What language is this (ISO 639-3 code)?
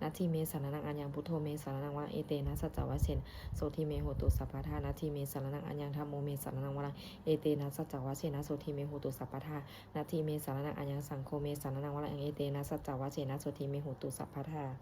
pli